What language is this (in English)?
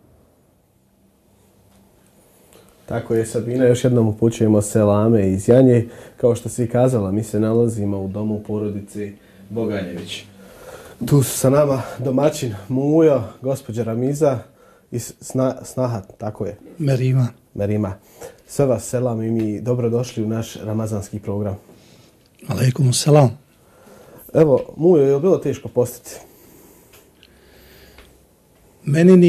Bosnian